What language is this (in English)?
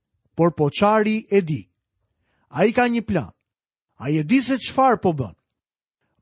Albanian